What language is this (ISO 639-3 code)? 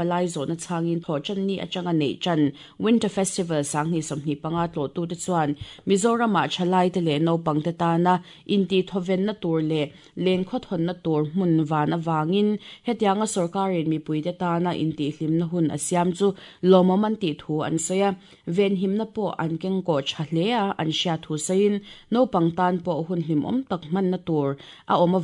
lus